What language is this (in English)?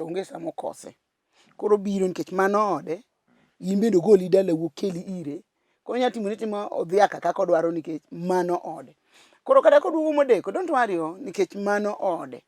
Luo (Kenya and Tanzania)